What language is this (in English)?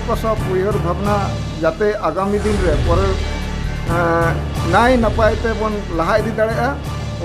Santali